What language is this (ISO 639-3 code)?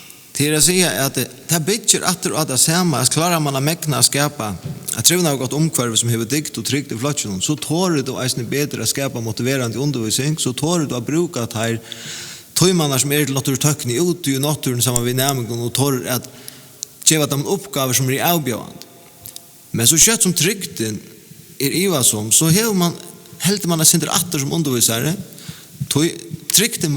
fao